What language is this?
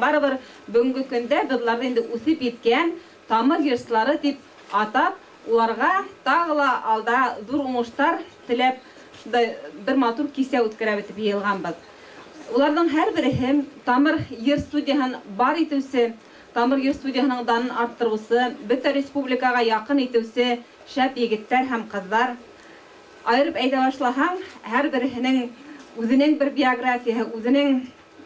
Bashkir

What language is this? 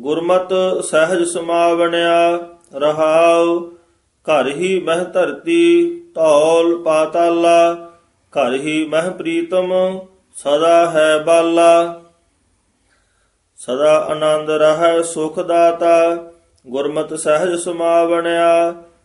Punjabi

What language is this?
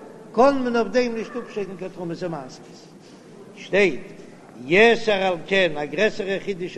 Yiddish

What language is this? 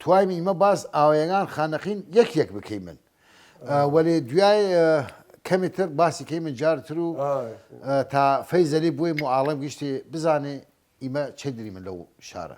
Southern Kurdish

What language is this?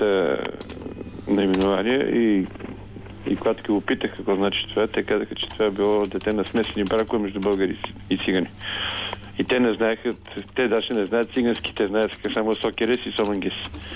Bulgarian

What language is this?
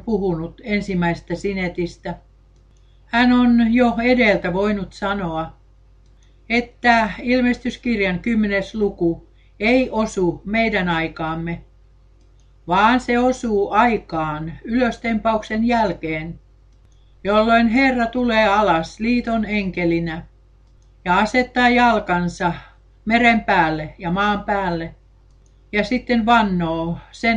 Finnish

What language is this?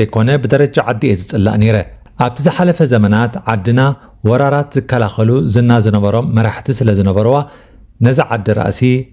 Tigrinya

